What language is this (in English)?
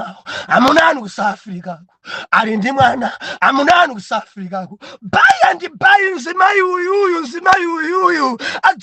Nyanja